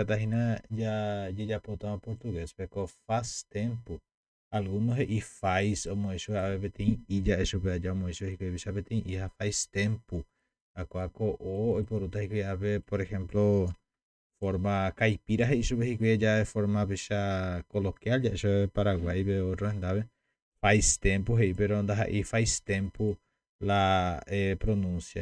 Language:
Guarani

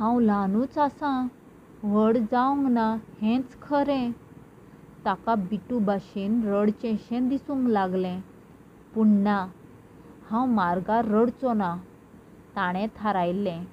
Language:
Konkani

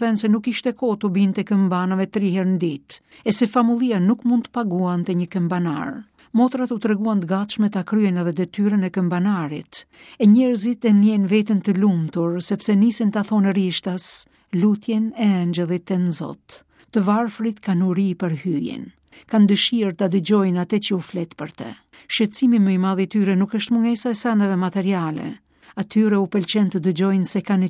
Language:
Albanian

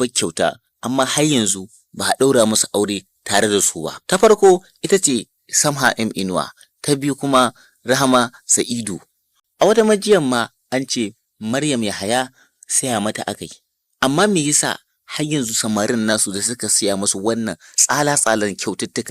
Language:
Hausa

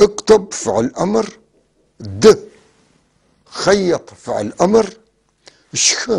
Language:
North Levantine Arabic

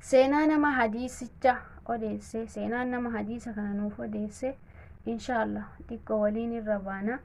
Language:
Oromo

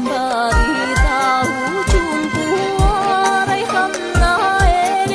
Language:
Yakut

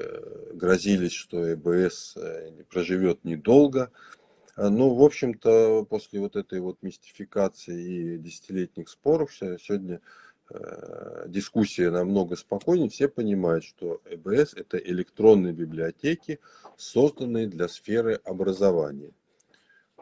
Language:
Russian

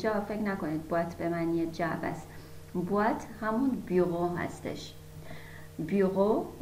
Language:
Persian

